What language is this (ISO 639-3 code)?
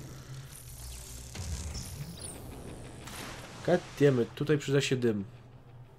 pol